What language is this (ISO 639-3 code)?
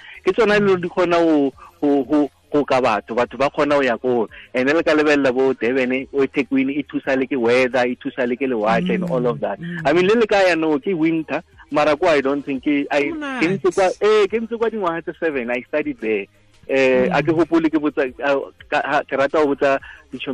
tsn